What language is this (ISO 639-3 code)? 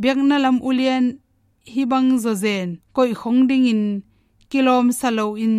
ctd